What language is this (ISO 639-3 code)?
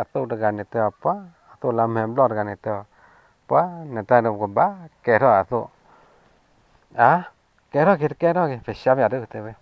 ksw